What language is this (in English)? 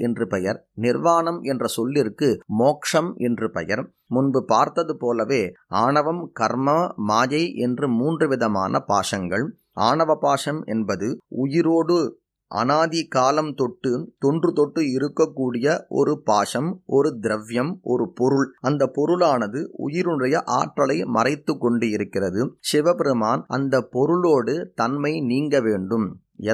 Tamil